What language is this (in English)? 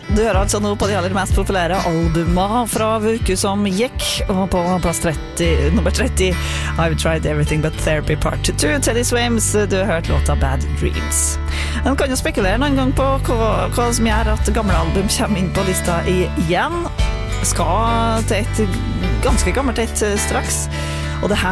Norwegian